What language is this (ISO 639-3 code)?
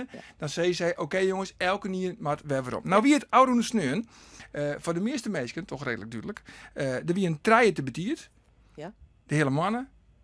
fry